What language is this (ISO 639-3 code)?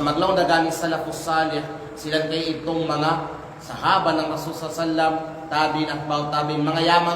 kqe